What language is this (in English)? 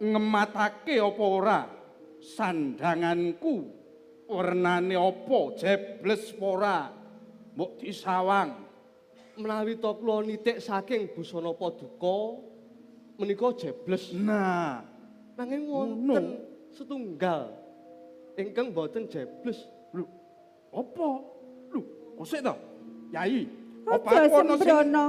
Javanese